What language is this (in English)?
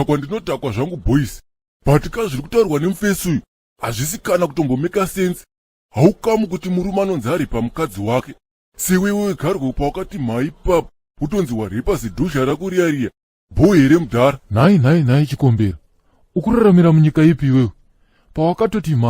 Shona